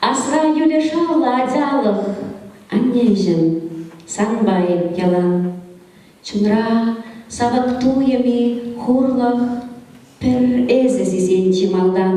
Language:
Chuvash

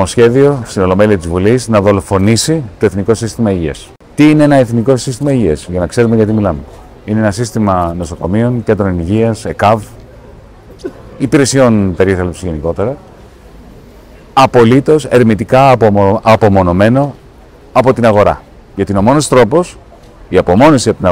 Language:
Greek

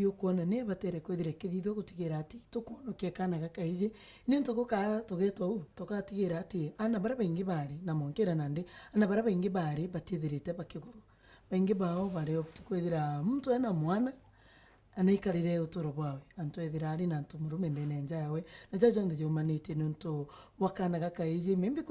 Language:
Meru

